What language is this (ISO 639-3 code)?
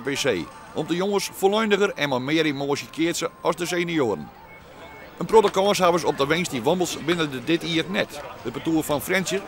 fry